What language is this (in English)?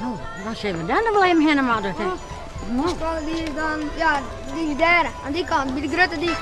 Western Frisian